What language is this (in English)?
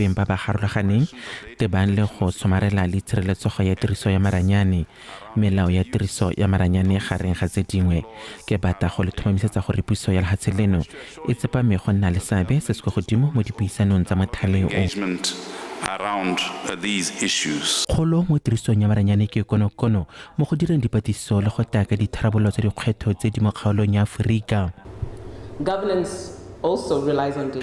Tswana